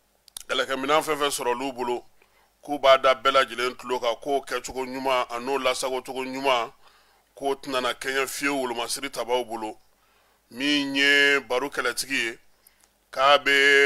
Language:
Bambara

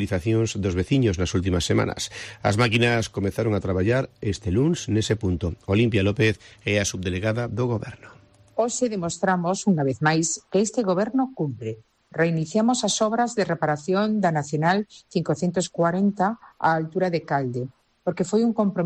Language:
Galician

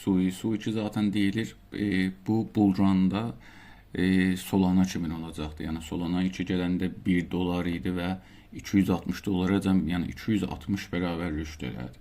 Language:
South Azerbaijani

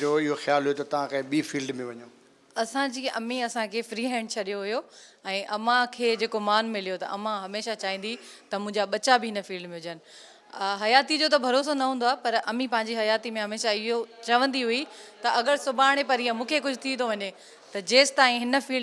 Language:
Sindhi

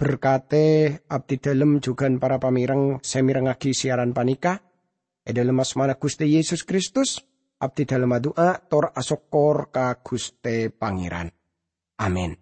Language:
Madurese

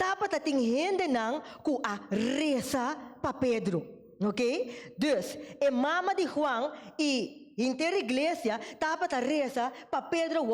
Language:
Papiamento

